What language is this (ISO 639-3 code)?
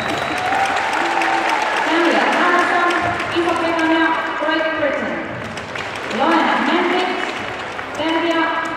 fin